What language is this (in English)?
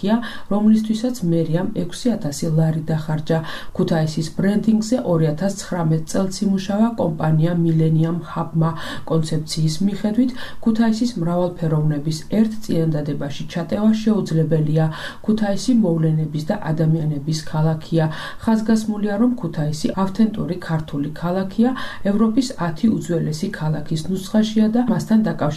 Georgian